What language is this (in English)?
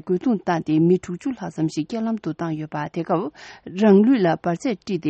Tibetan